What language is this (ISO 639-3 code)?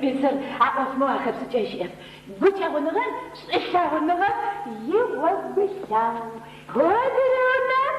ady